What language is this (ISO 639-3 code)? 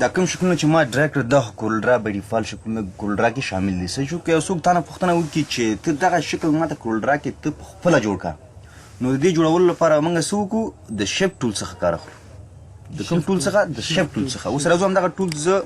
pus